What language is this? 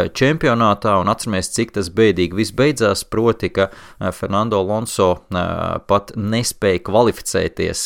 Latvian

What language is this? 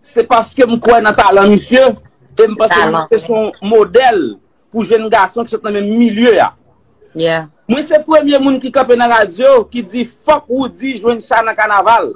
Haitian Creole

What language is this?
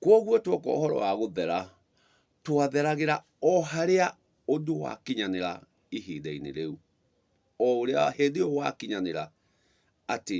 Kikuyu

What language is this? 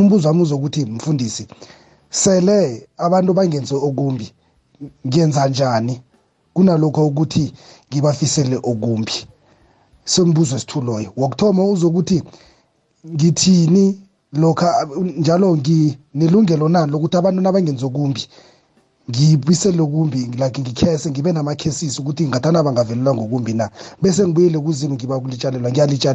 South Ndebele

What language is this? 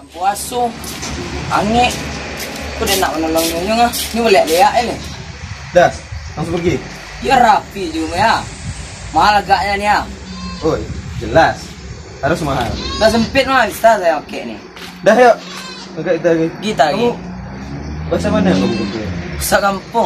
Minangkabau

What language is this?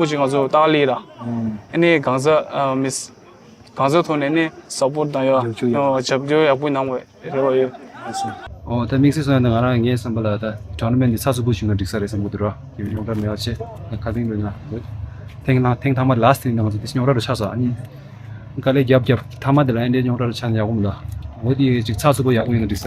Tibetan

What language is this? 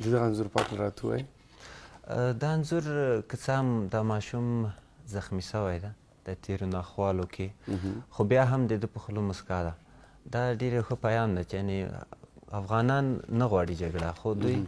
Pashto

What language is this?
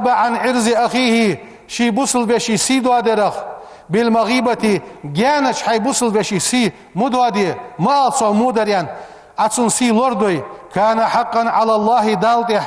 Ingush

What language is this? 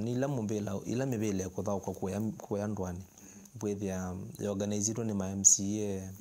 Kamba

